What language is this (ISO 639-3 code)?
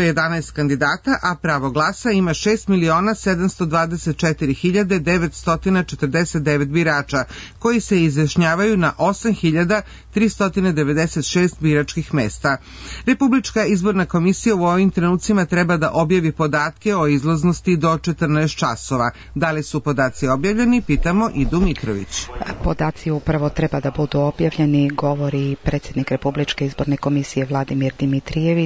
srp